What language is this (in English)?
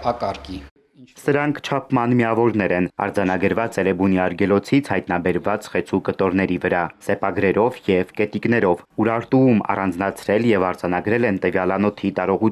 Armenian